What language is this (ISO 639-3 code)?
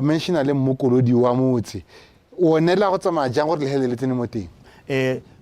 tsn